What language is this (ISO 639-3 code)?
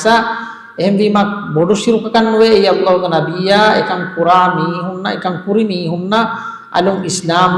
div